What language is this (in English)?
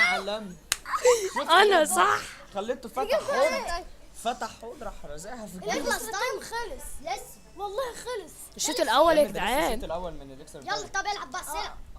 Egyptian Arabic